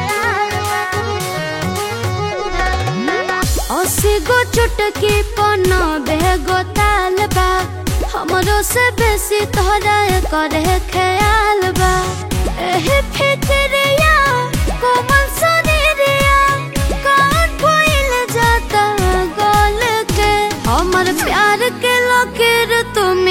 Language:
Bhojpuri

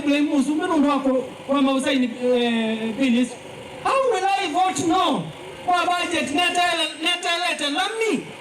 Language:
Kamba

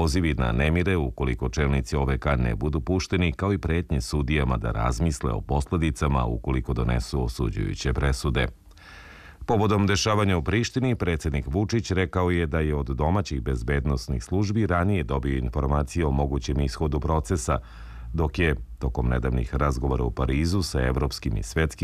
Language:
Serbian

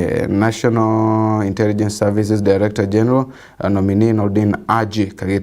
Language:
Meru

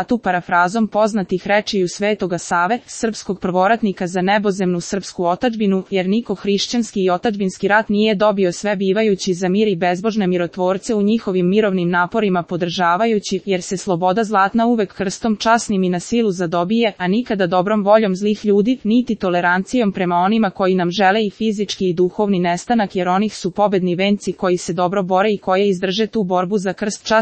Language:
Serbian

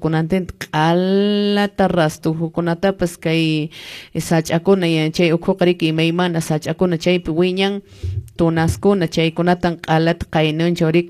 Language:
Quechua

